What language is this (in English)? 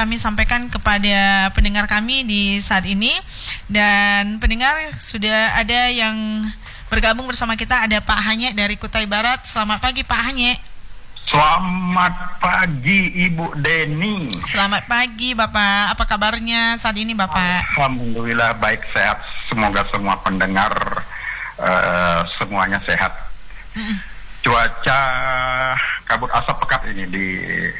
Indonesian